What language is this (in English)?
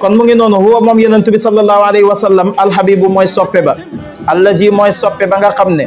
Wolof